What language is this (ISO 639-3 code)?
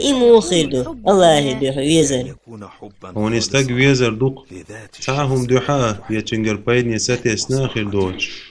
che